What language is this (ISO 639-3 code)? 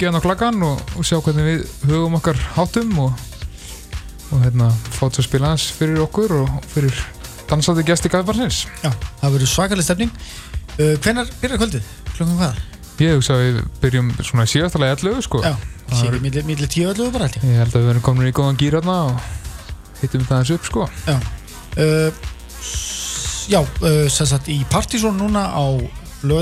isl